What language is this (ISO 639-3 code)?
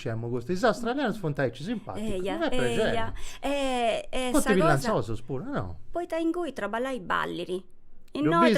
srd